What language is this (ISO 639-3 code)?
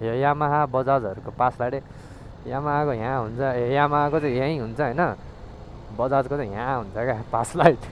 nep